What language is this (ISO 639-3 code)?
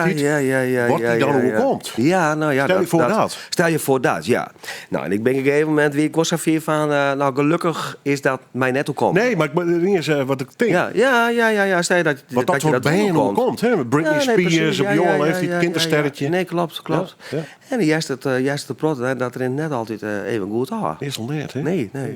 fry